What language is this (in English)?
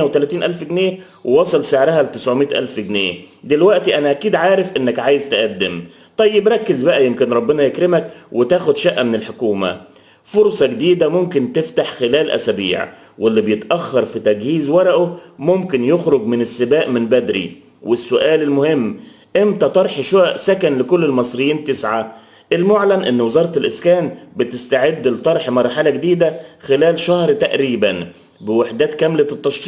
Egyptian Arabic